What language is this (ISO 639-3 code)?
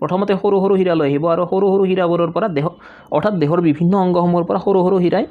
asm